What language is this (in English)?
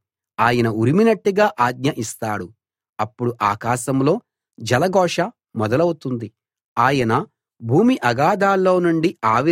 Telugu